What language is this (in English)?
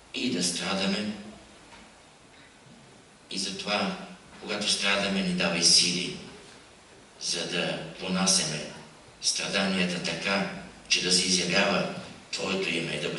Bulgarian